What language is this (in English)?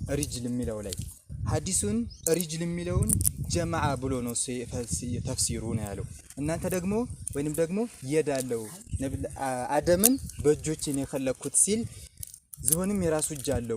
Amharic